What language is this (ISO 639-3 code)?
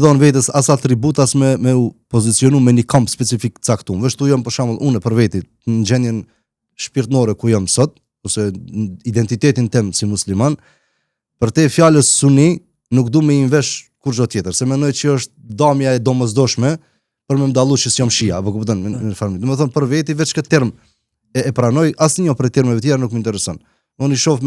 sqi